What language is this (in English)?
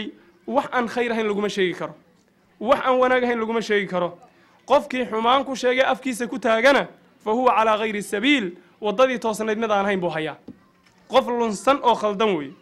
Somali